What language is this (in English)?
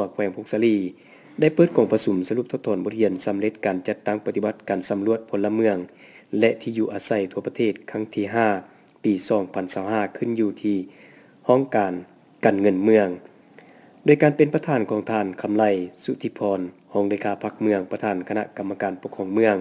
Lao